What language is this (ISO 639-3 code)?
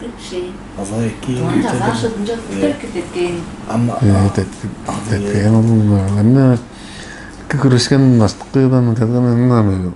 tyv